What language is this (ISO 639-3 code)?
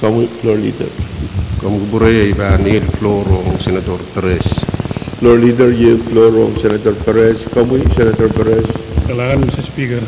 pon